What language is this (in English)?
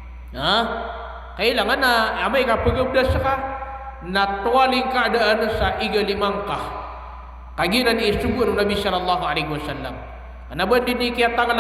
Maranao